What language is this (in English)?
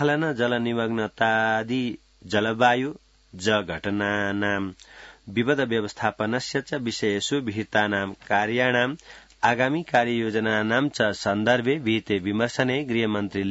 Sanskrit